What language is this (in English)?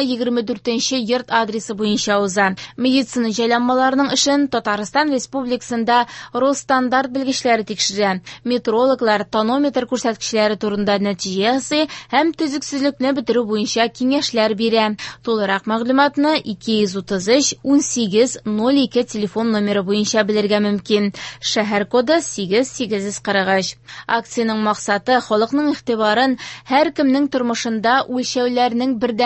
Tatar